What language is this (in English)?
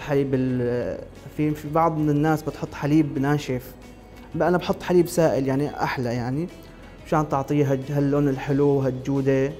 Mesopotamian Arabic